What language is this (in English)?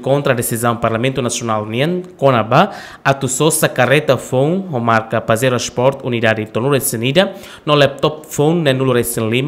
Tetum